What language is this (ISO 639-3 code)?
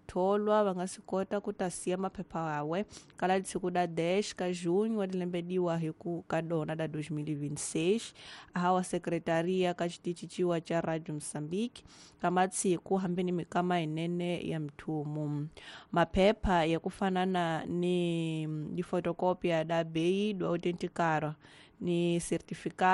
tso